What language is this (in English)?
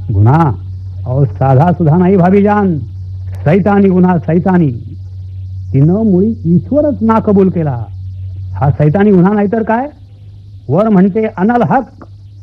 Marathi